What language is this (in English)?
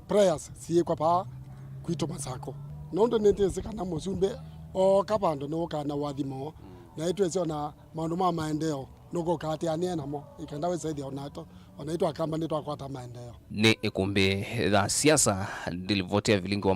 Kamba